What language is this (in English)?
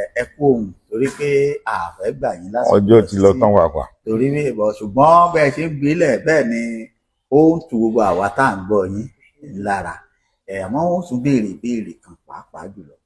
Yoruba